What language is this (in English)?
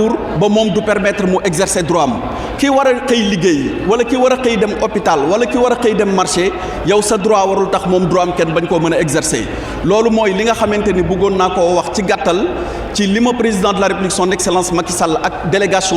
Wolof